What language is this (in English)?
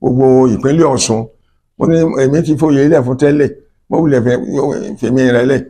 Yoruba